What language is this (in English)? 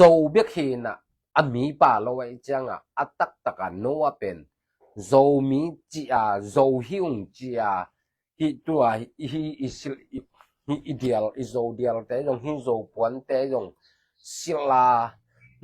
Tedim Chin